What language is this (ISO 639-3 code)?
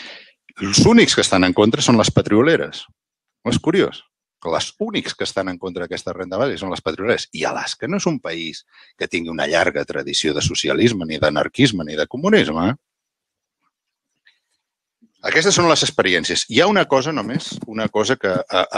cat